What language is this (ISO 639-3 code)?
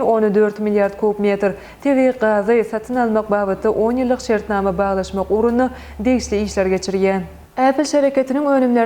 tuk